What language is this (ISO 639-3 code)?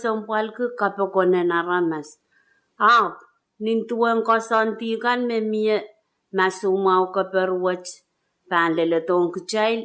pon